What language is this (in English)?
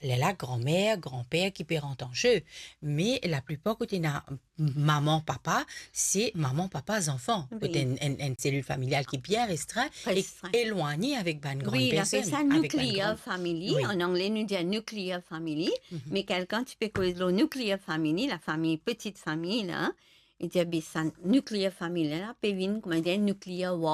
Morisyen